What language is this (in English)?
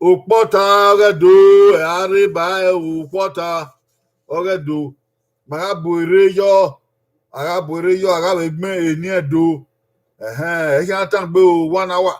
Bini